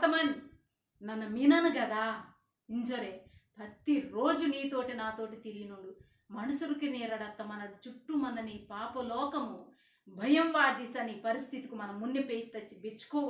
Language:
Koya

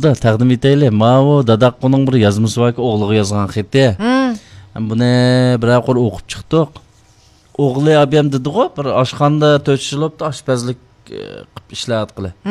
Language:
Uyghur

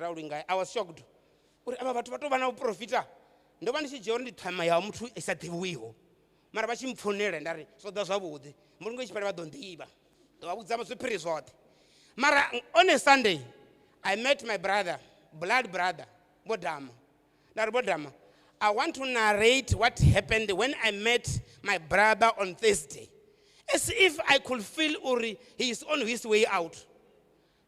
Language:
Venda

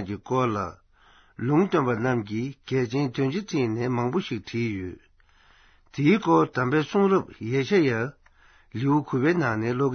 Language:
Tibetan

